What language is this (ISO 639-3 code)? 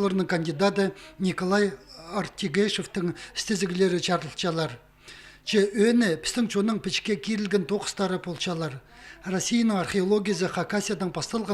kjh